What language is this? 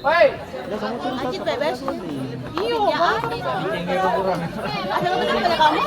Ambonese Malay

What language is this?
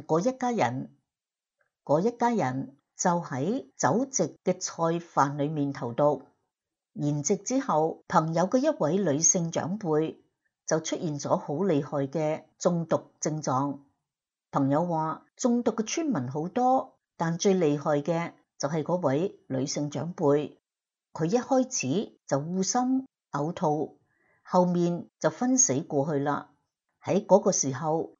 Cantonese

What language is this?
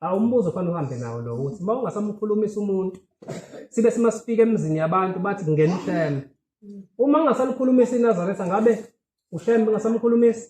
Zulu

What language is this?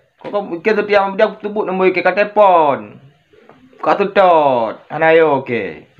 Achinese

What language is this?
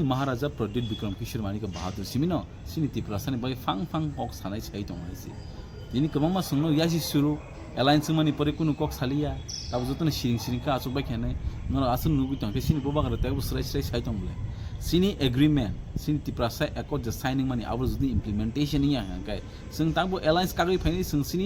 Kok Borok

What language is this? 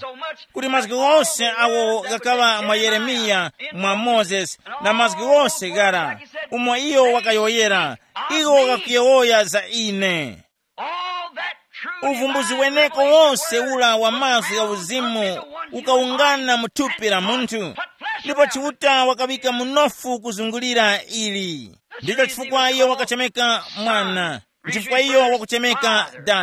Tumbuka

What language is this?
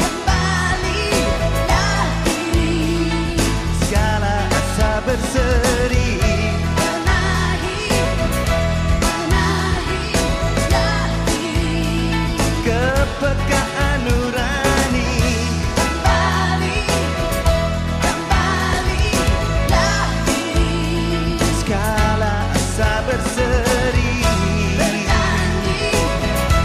Indonesian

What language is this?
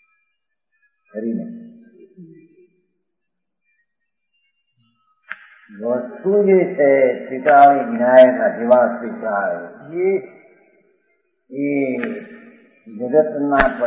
Gujarati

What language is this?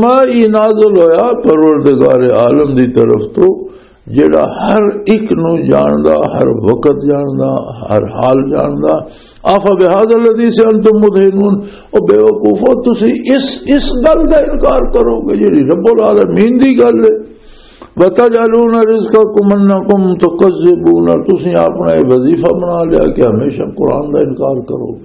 Western Panjabi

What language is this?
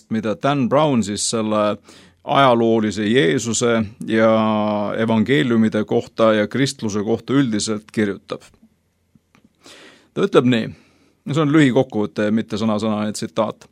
Estonian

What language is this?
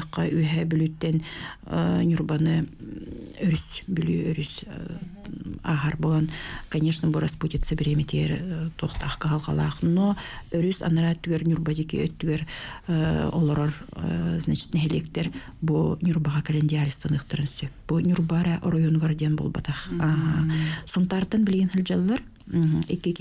Yakut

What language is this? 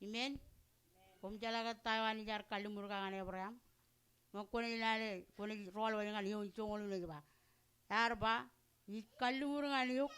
Marshallese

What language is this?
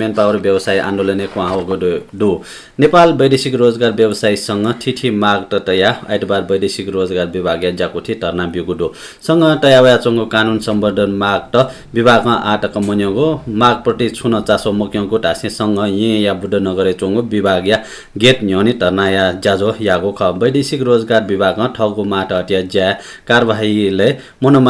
Newari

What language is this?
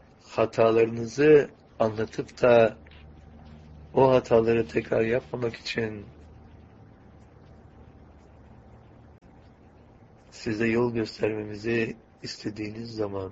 Turkish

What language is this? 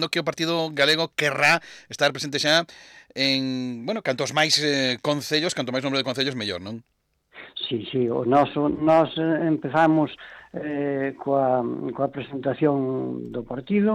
Galician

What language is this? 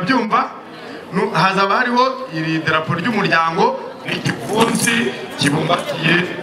Kinyarwanda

